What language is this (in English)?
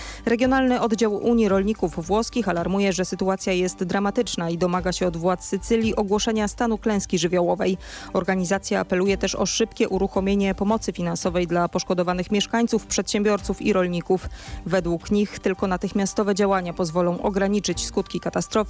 Polish